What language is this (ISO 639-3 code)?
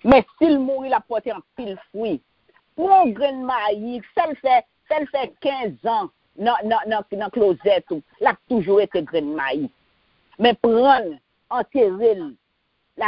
fra